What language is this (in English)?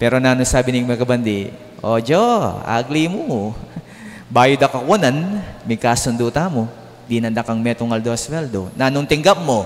Pampanga